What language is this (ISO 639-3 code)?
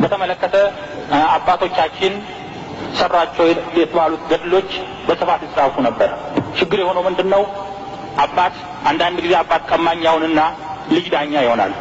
amh